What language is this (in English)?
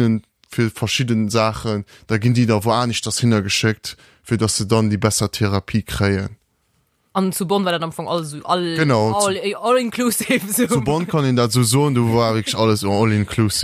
Luxembourgish